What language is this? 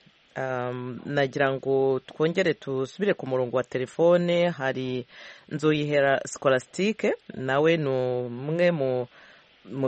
Kinyarwanda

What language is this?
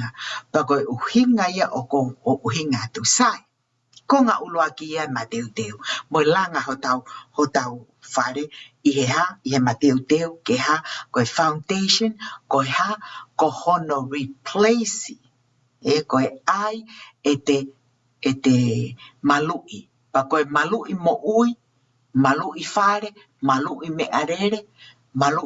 Tongan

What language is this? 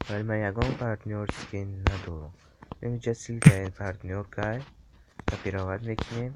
Tajik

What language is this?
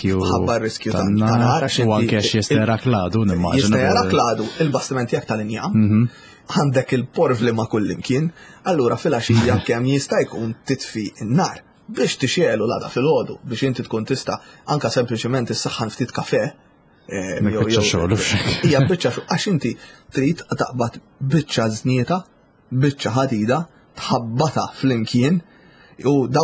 Maltese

